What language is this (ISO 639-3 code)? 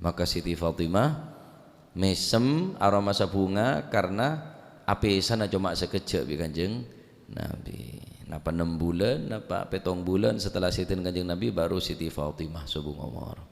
mad